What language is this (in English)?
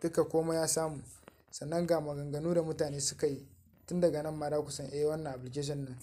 Hausa